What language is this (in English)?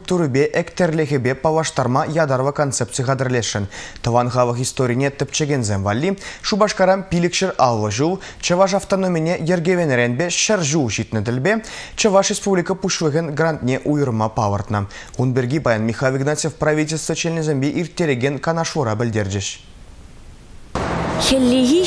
Chuvash